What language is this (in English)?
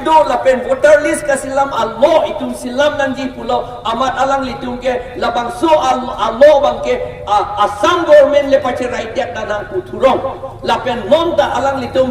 Karbi